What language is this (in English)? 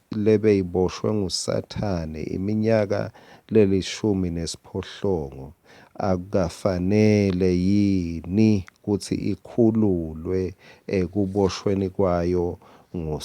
Swati